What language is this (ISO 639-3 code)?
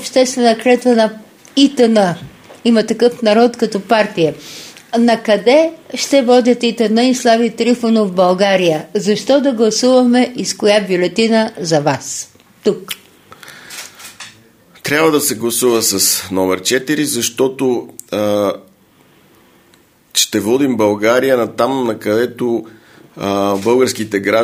bul